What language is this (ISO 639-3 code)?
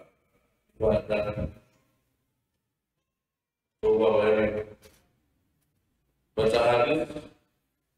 ind